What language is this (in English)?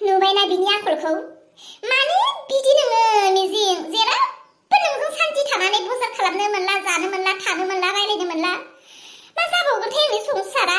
Bodo